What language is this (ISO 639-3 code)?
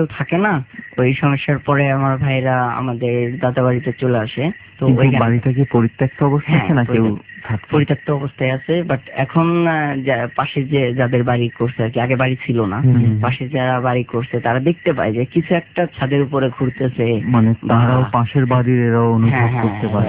ben